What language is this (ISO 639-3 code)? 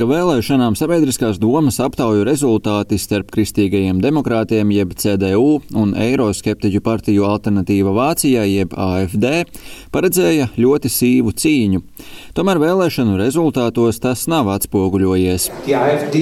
lav